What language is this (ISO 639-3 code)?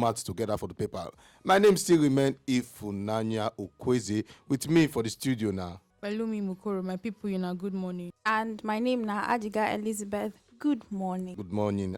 pcm